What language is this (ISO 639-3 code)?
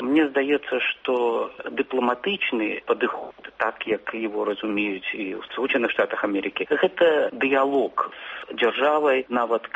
bel